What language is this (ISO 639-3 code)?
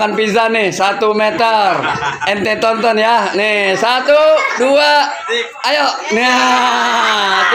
bew